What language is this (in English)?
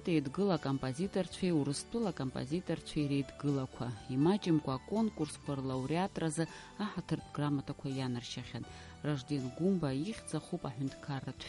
Abkhazian